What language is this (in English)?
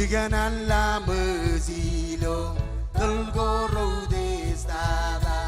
Marshallese